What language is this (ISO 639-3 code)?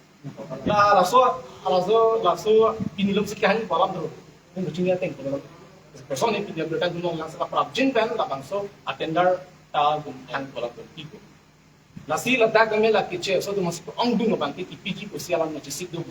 mjw